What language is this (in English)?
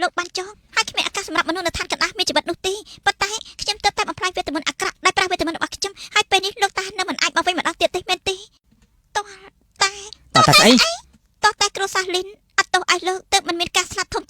Khmer